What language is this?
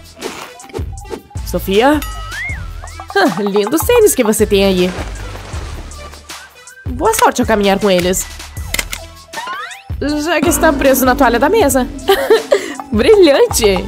Portuguese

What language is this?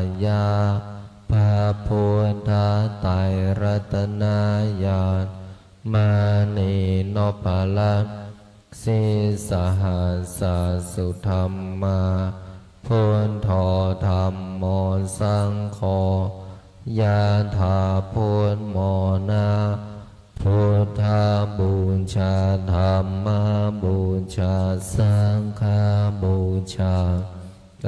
Pali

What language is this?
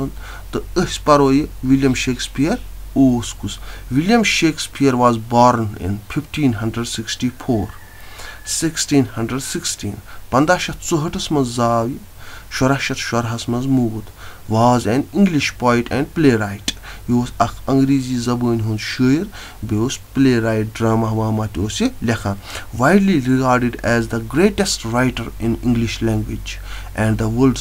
Kashmiri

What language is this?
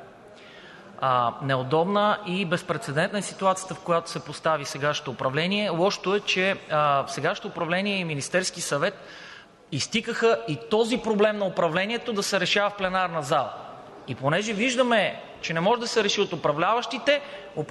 Bulgarian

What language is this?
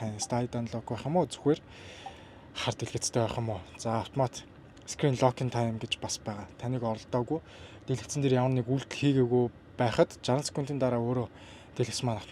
Mongolian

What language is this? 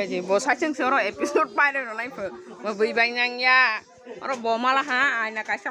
Kok Borok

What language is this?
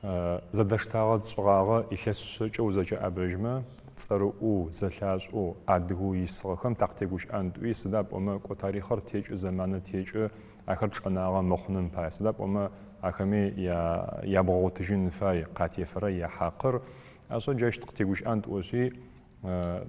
Adyghe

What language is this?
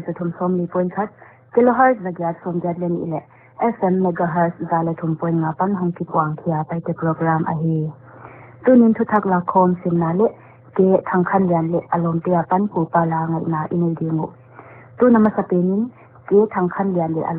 Paite Chin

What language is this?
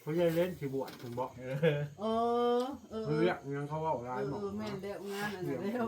Northeastern Thai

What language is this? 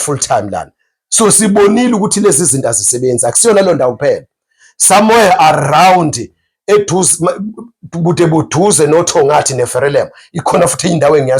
Zulu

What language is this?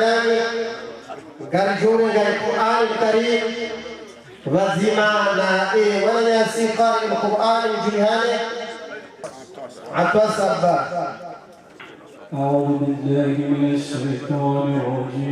Swahili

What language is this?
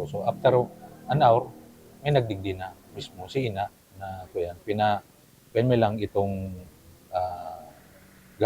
Bikol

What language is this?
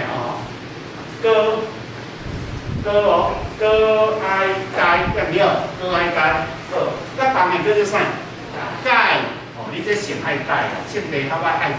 Min Nan Chinese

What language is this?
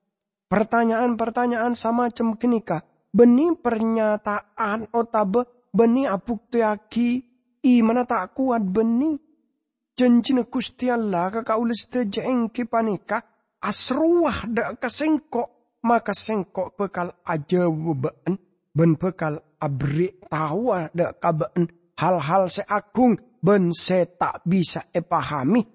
Madurese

